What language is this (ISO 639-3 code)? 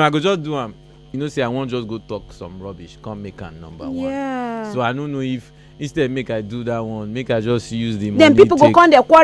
pcm